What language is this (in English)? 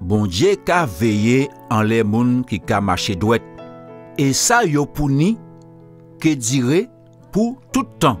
Guadeloupean Creole French